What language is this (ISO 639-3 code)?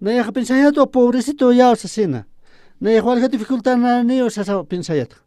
aym